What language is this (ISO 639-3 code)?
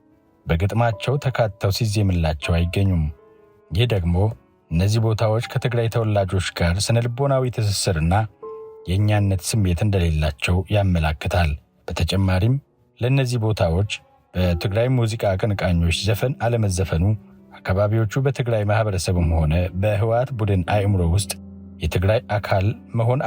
amh